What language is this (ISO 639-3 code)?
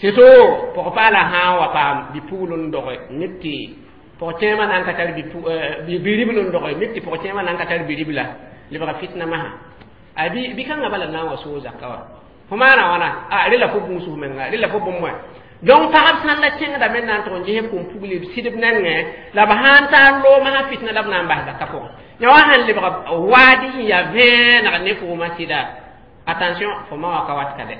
mos